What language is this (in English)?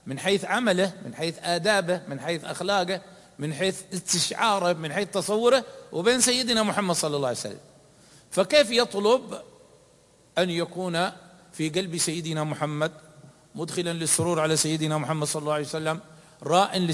Arabic